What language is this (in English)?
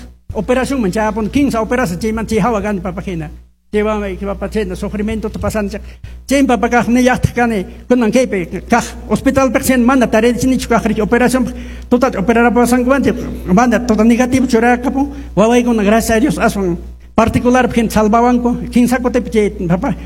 Quechua